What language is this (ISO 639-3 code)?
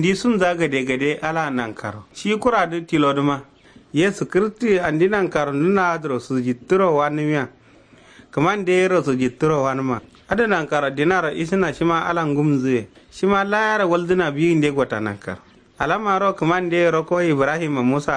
kau